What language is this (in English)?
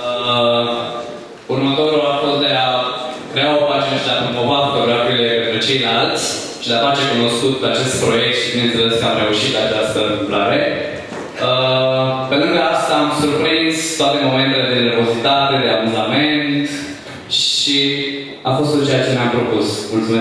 Romanian